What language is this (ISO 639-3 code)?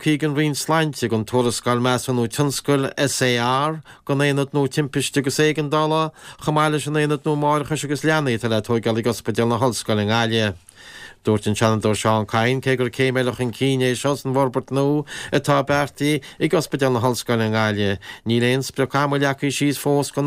gle